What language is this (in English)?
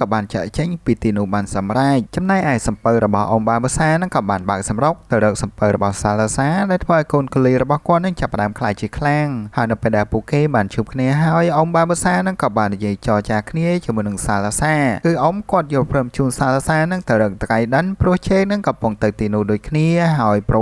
Khmer